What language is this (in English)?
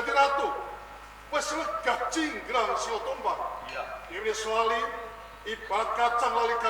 Javanese